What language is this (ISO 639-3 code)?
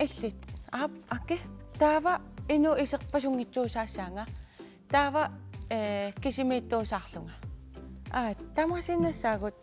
kal